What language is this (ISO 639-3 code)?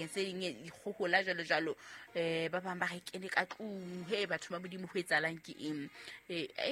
sot